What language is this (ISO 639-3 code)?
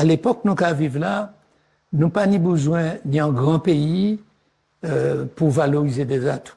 gcf